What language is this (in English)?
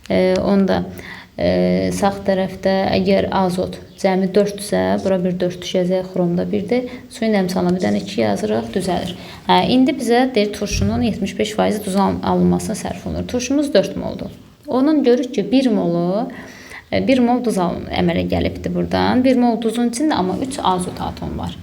Azerbaijani